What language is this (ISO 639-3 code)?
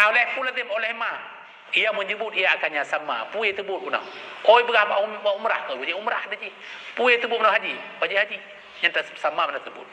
ace